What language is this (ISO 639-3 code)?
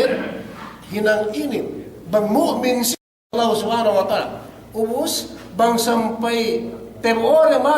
yka